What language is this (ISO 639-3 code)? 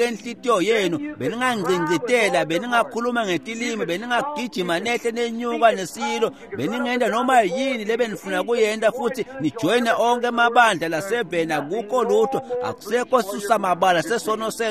ssw